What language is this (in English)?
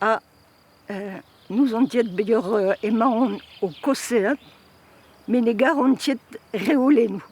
Breton